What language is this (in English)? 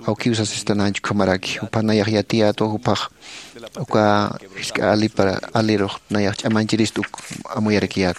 Aymara